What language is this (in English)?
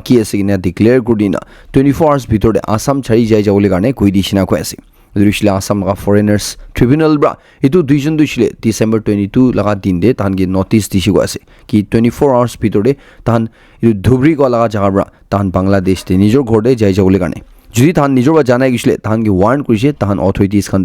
Naga Pidgin